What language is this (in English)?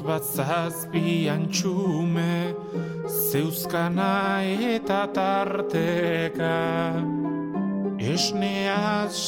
Basque